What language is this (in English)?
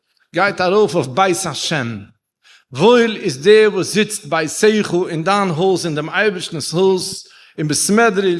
Yiddish